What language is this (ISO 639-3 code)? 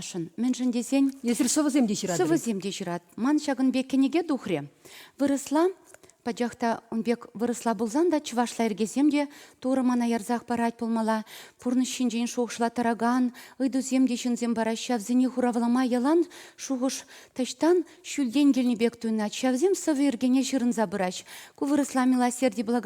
chv